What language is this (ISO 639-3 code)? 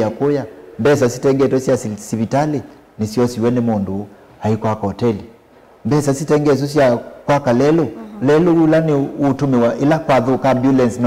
kam